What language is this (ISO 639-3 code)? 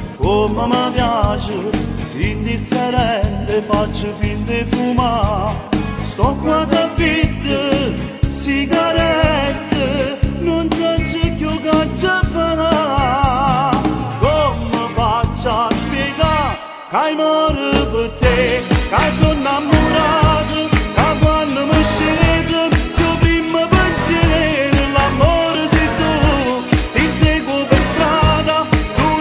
nap